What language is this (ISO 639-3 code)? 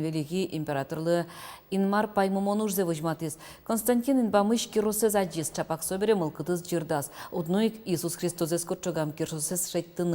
udm